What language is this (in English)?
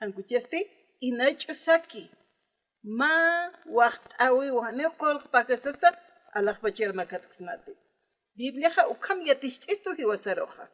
Aymara